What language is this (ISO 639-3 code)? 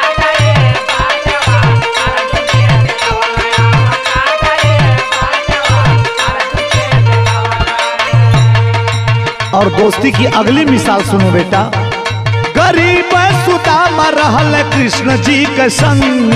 bho